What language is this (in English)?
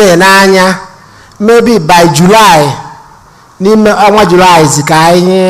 Igbo